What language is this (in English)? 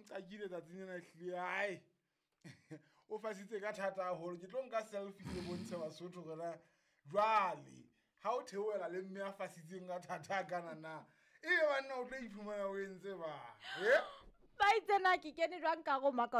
Southern Sotho